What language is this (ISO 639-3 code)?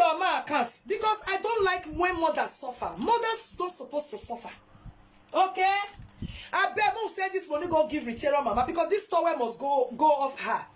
pcm